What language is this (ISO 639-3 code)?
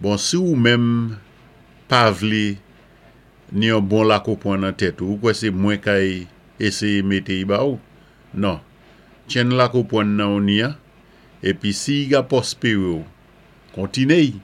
acf